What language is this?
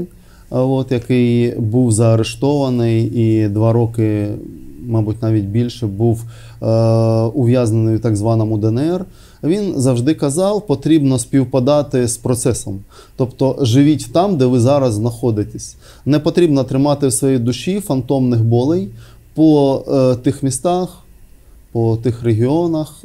Ukrainian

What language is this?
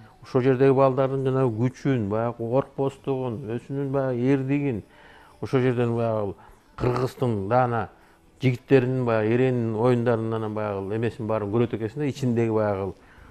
Kyrgyz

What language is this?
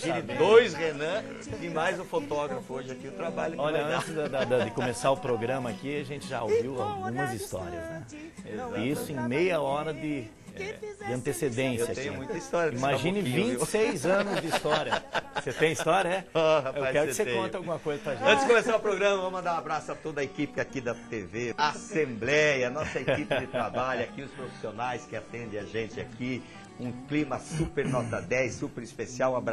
Portuguese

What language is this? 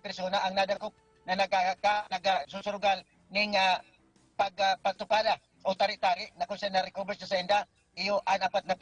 Bikol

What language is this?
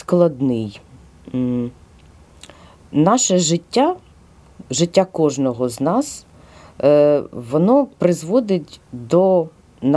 Ukrainian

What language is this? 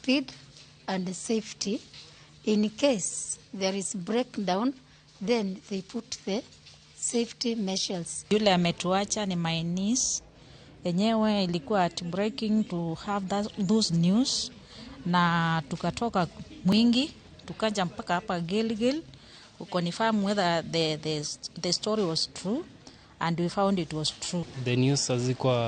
Luo (Kenya and Tanzania)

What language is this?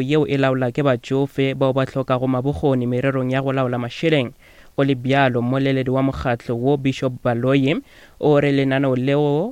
Northern Sotho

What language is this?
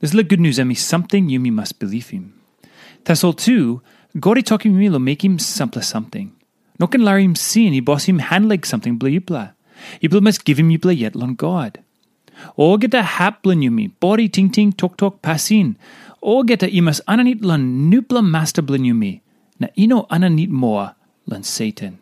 Tok Pisin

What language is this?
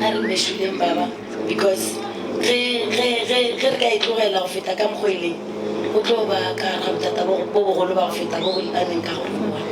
Northern Sotho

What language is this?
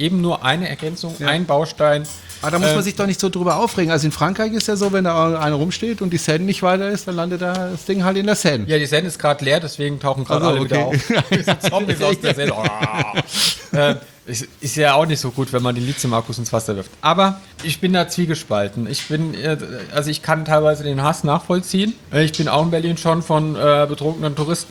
German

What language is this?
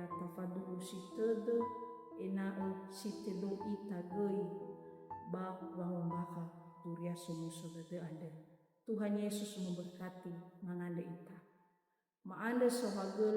Nias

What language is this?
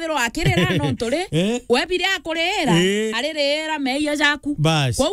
Meru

